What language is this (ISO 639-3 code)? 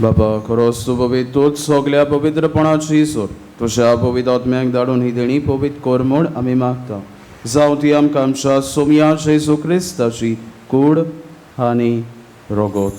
kok